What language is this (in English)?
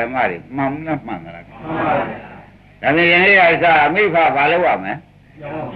Burmese